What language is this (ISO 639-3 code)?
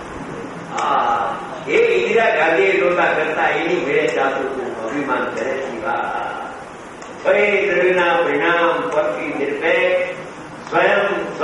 guj